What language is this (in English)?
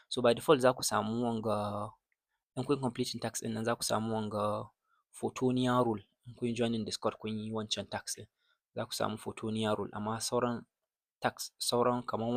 Hausa